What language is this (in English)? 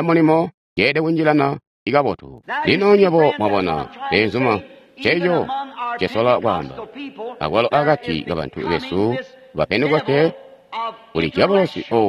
Tonga (Zambia)